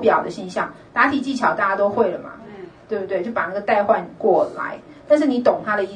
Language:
Chinese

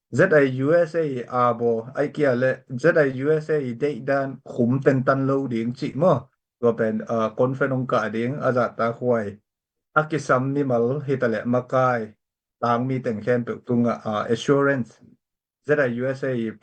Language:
Tedim Chin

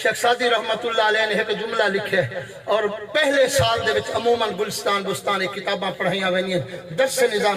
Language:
Saraiki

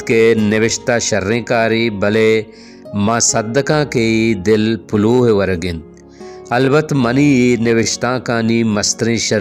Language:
Baluchi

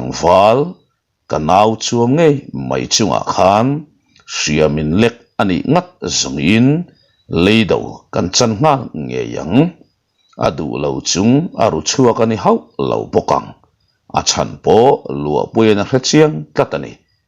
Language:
Mizo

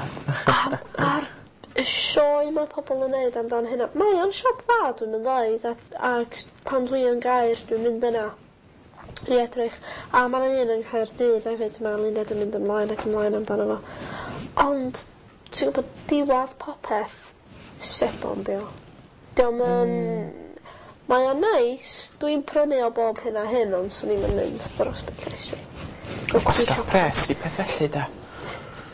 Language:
Welsh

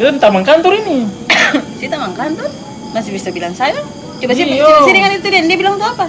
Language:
Ambonese Malay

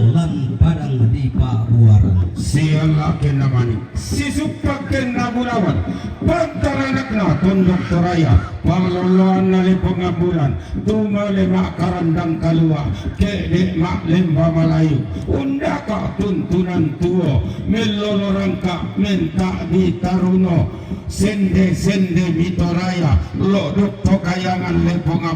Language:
Toraja-Sa'dan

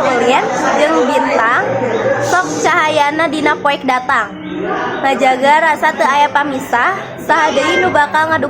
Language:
Sundanese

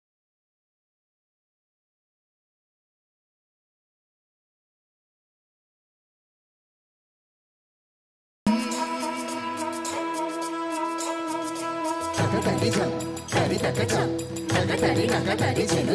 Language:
Hindi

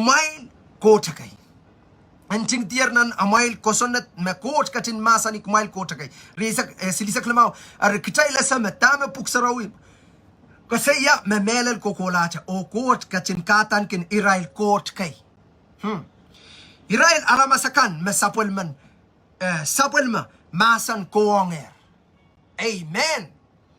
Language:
Pohnpeian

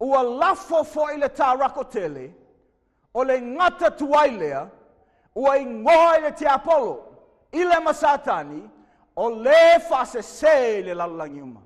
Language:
Samoan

